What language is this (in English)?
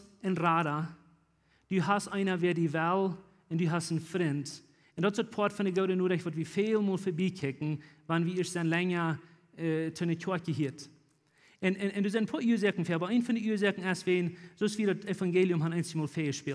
Plautdietsch